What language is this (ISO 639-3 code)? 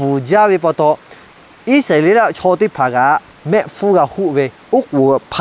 lhu